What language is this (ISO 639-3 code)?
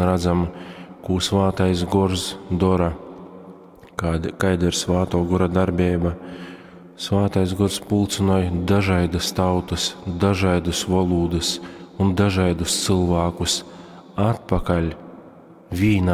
ltg